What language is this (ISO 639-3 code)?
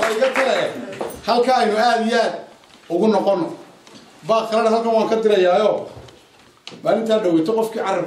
som